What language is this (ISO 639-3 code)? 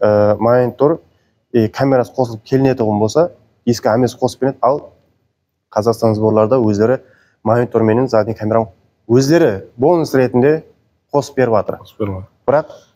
kaz